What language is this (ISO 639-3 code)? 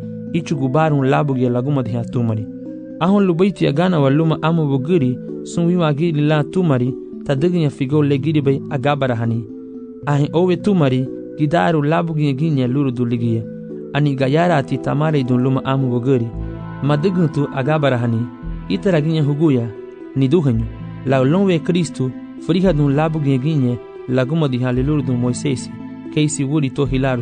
cab